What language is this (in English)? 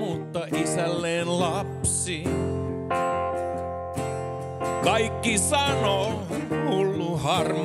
Finnish